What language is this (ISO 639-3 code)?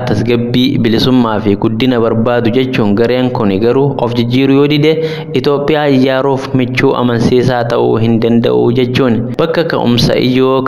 orm